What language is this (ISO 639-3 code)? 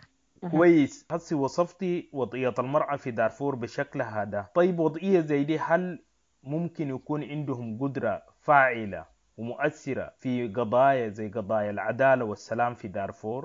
apd